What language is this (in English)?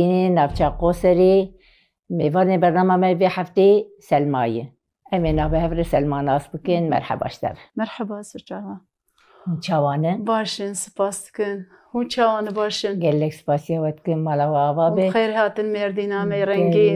Kurdish